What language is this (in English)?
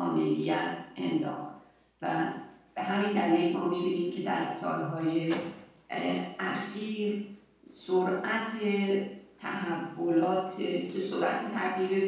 Persian